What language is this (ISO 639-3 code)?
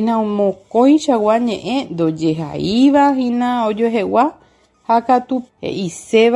grn